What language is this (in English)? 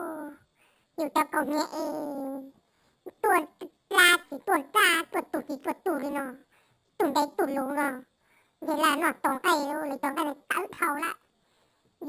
Hmong